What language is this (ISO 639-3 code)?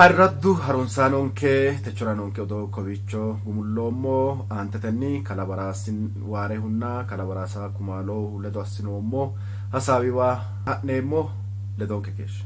sid